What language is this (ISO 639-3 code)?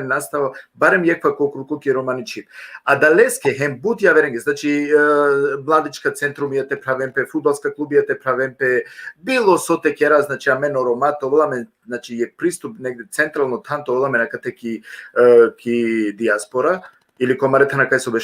rmn